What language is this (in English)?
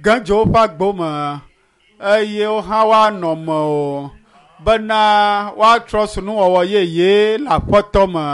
Ewe